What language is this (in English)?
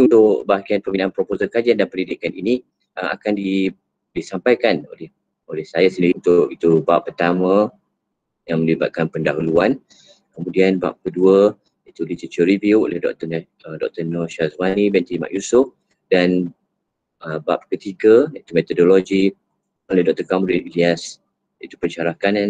Malay